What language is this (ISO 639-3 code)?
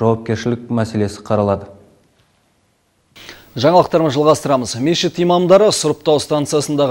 kaz